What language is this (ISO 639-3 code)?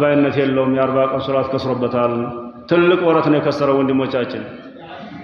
amh